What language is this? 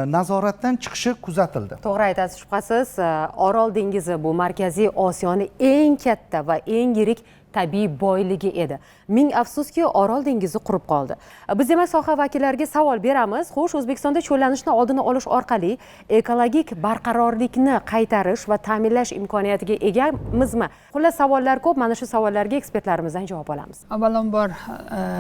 Uzbek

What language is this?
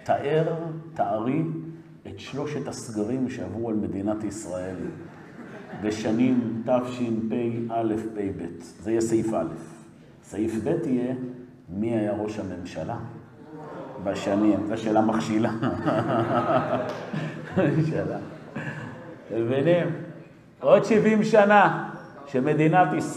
Hebrew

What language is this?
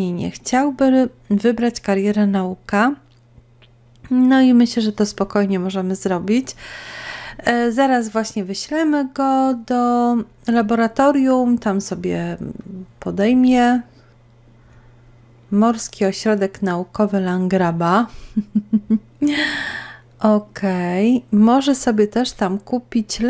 Polish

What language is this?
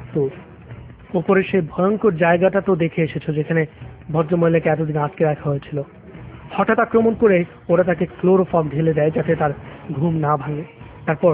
Bangla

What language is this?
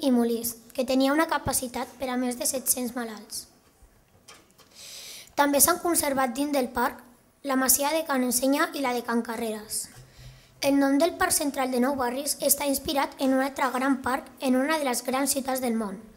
Catalan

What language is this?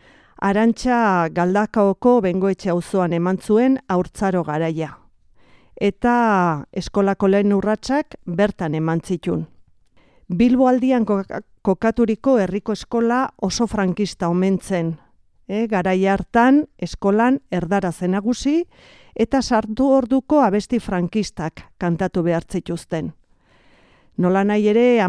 Basque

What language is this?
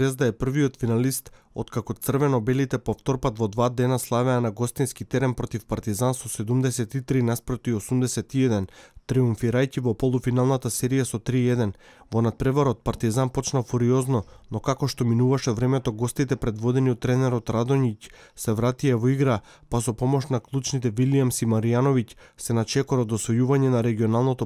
Macedonian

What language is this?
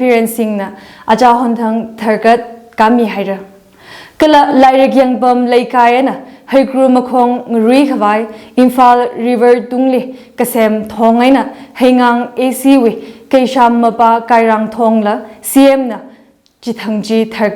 Tangkhul Naga (India)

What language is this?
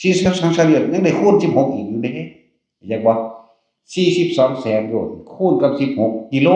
Northeastern Thai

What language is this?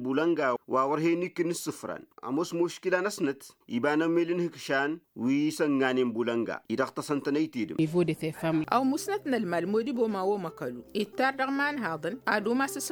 Tamasheq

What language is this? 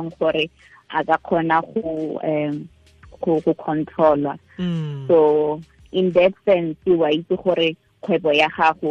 Tswana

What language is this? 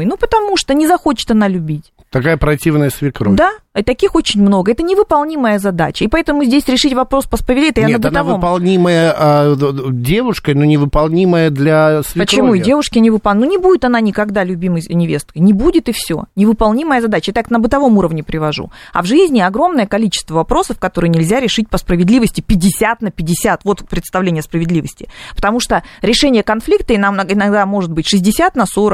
Russian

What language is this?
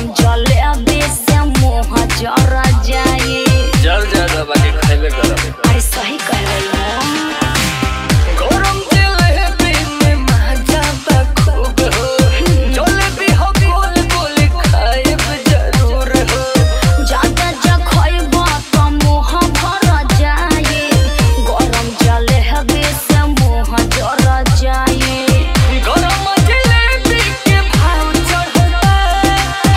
Bhojpuri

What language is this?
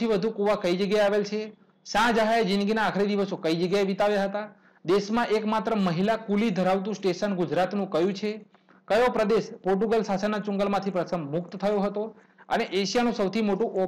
Gujarati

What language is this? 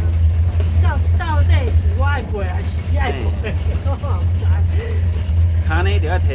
Min Nan Chinese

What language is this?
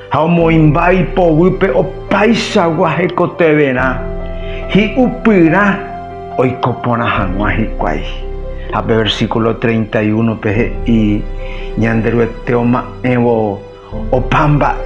Guarani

